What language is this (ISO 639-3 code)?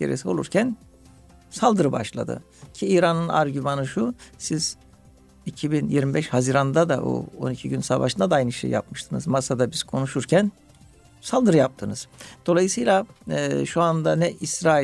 tur